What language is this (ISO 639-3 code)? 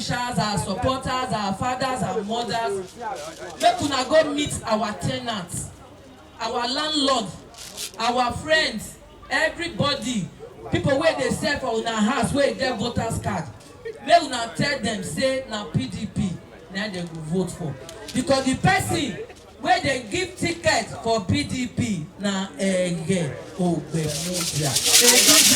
pcm